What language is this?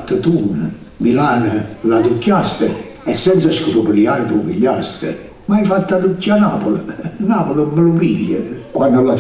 Neapolitan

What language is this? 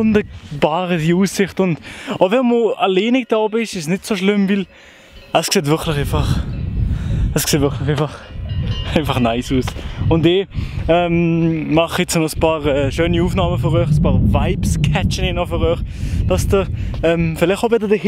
Swiss German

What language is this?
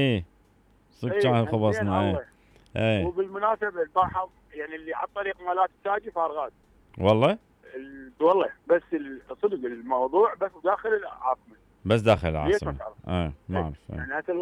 Mesopotamian Arabic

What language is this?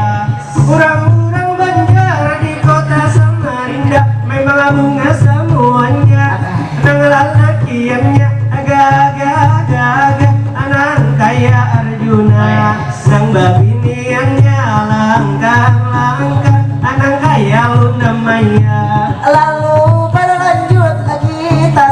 Banjar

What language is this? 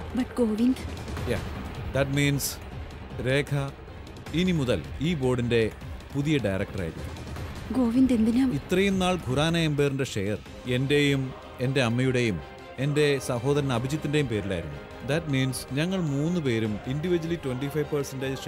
Malayalam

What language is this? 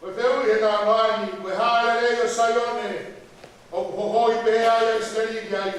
Tongan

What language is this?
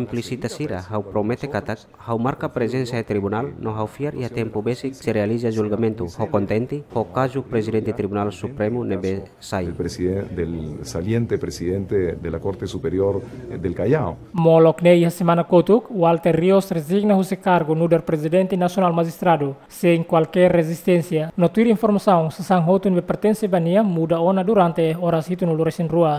Tetum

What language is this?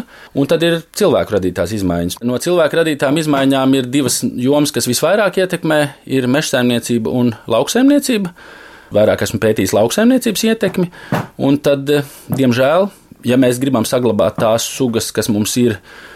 Latvian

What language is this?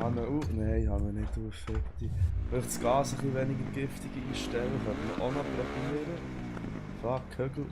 Swiss German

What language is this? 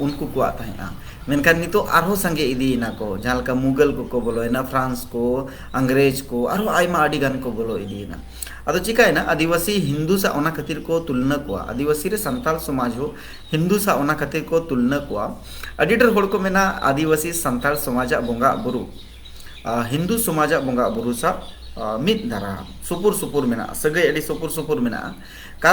Santali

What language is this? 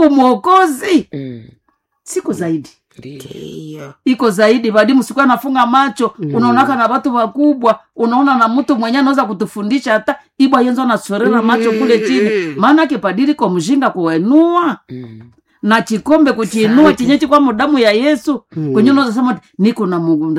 Swahili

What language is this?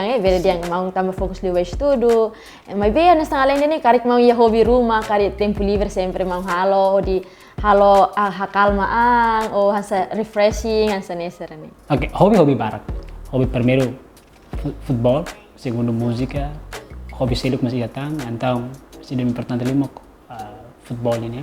Tetum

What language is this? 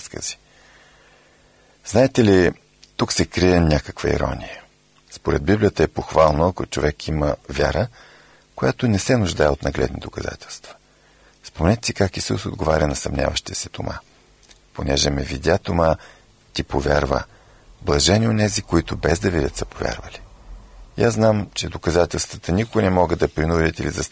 Bulgarian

